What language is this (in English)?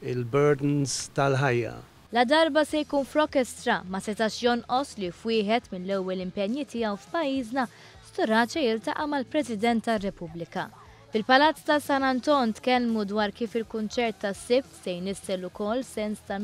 Maltese